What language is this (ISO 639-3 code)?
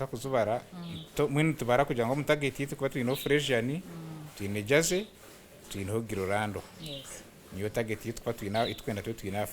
nyn